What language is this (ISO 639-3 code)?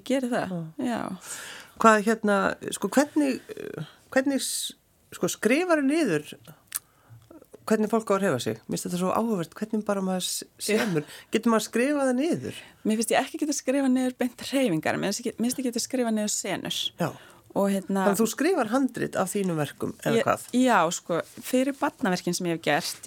isl